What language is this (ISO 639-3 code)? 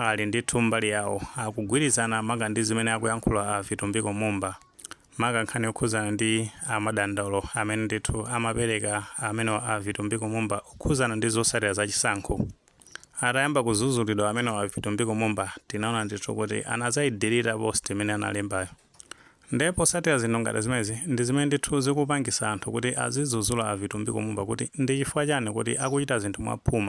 nya